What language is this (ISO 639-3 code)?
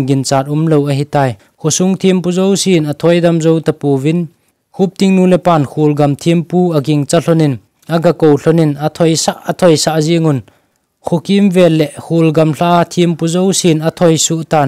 tcz